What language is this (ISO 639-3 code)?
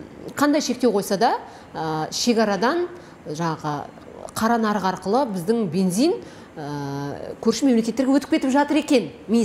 kaz